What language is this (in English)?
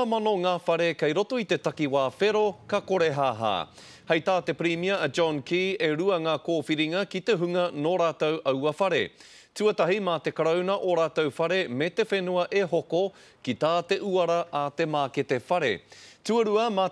Māori